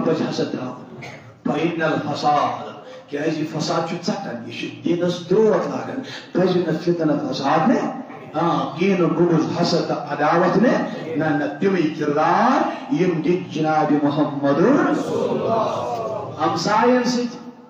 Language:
Kashmiri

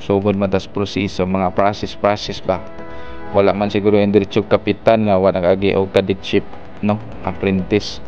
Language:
Cebuano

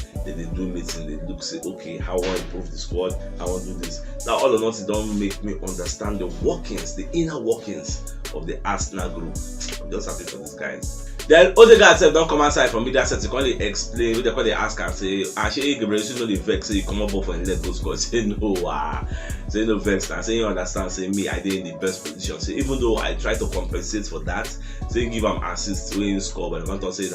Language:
Nigerian Pidgin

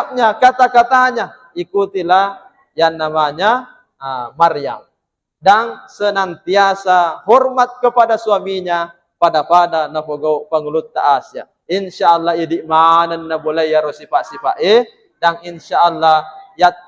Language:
Buginese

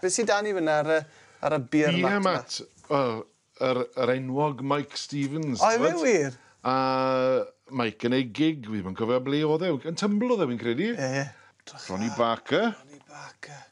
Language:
Welsh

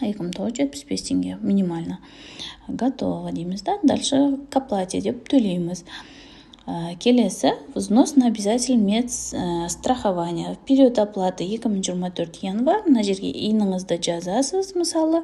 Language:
Kazakh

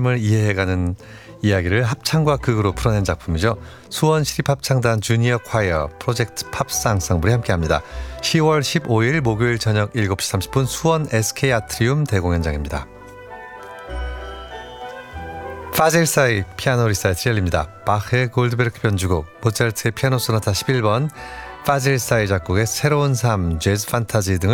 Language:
Korean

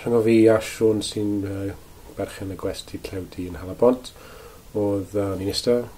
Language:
Welsh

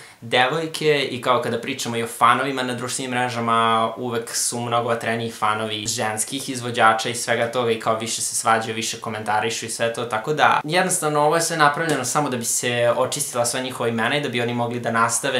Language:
Serbian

